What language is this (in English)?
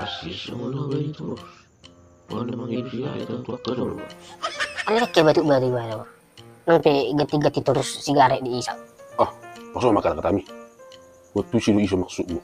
Batak Toba